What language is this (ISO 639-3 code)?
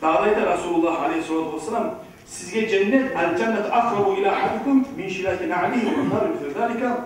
kum